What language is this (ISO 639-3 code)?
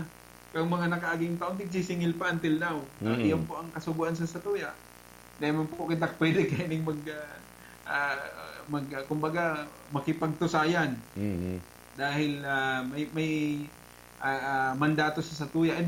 bik